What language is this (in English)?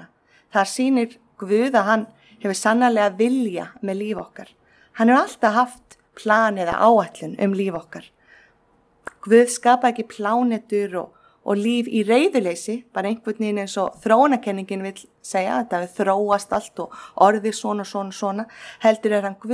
Icelandic